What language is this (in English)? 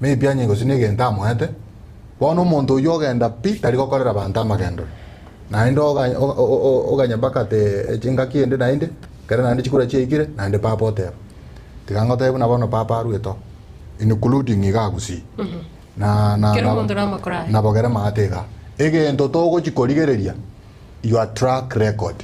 Gusii